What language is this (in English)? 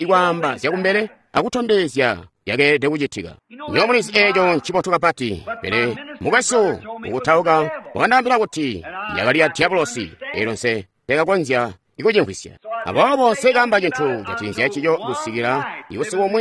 Tonga (Zambia)